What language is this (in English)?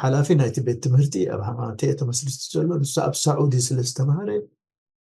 Tigrinya